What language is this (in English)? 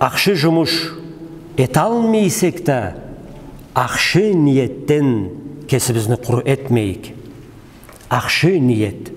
Karachay-Balkar